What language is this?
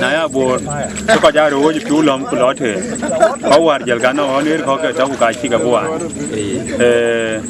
Dinka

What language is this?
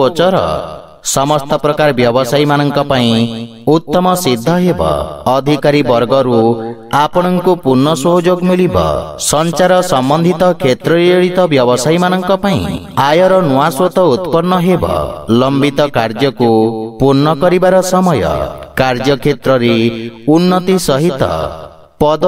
Odia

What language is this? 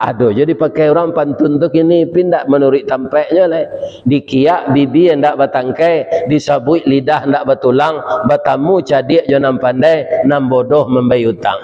Minangkabau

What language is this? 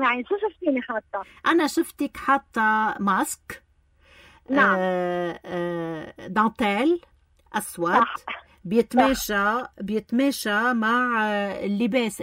North Levantine Arabic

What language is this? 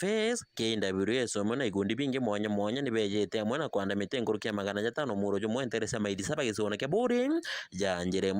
Meru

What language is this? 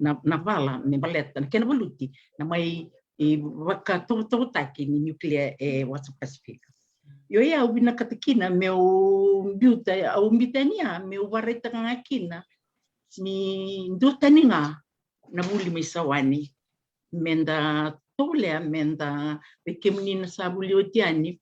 Fijian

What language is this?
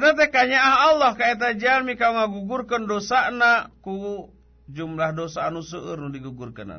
Sundanese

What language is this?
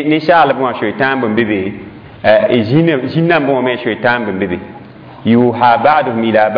Mossi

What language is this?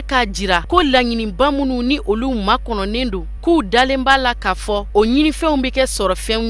Bambara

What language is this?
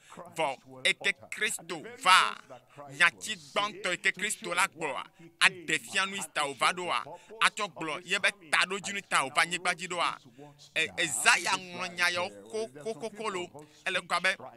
Ewe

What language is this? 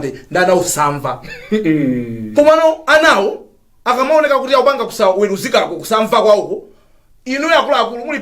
Nyanja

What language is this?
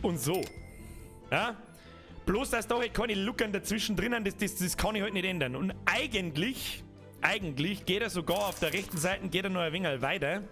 Bavarian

